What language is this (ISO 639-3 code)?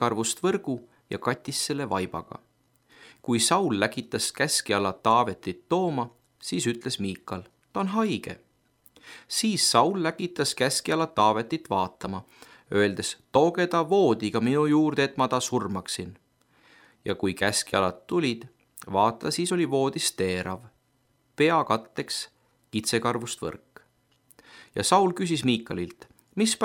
est